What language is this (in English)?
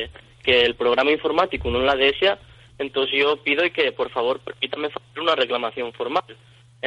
Asturian